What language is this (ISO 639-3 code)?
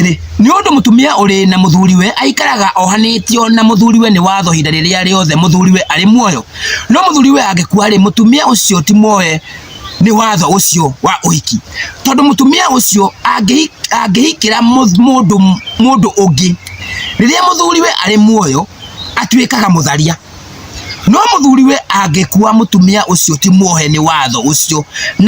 kik